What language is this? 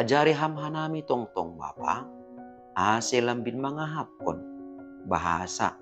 Batak Simalungun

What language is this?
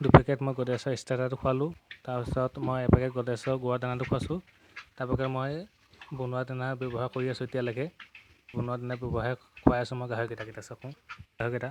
Assamese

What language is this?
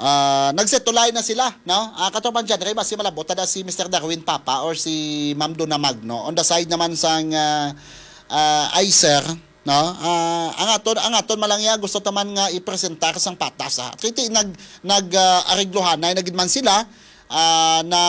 Hiligaynon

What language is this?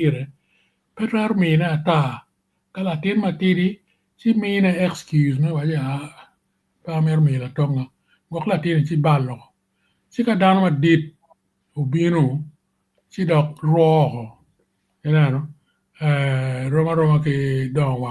Acoli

